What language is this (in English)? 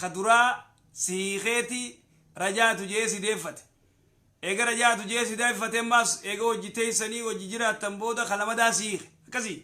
Oromo